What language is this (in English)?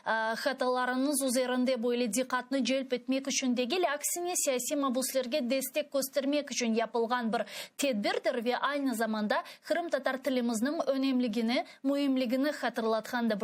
Crimean Tatar